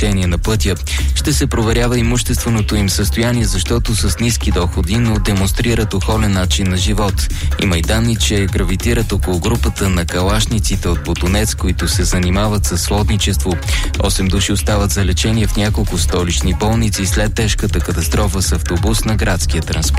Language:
Bulgarian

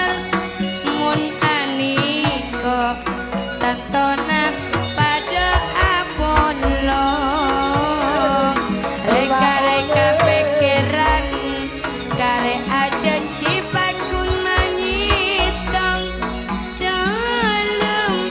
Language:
Madurese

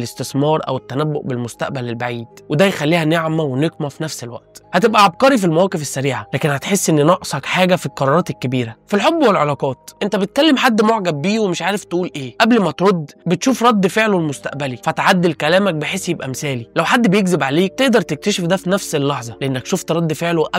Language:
Egyptian Arabic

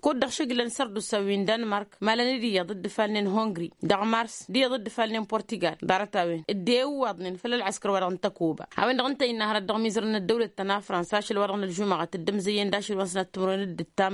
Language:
Tamasheq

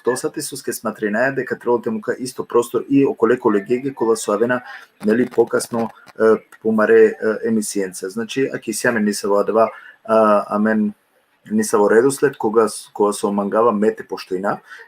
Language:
Balkan Romani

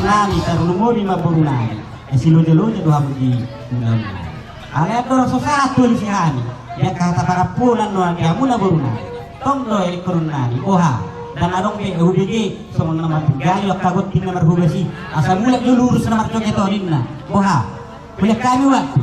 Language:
Batak Toba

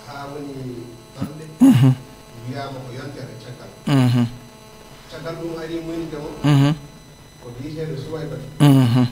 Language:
Fula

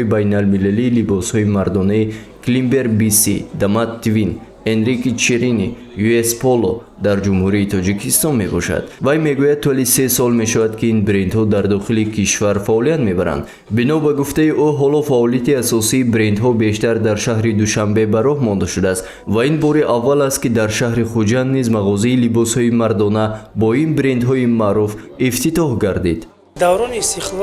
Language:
Tajik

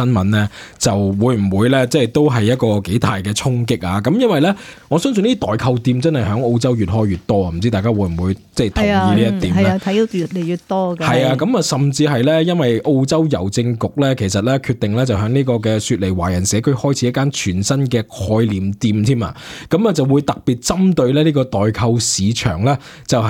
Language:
Cantonese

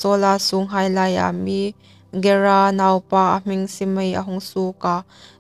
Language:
Hmar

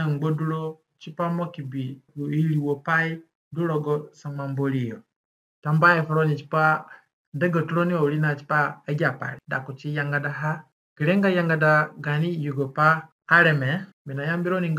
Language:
Zande (individual language)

